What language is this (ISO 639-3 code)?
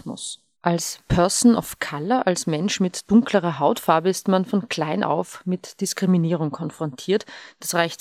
deu